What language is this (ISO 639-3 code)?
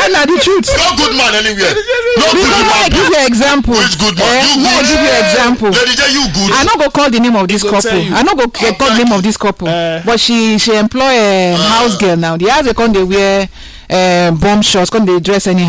pcm